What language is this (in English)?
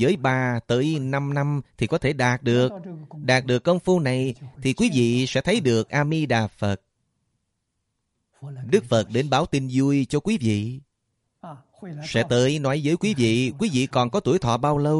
Vietnamese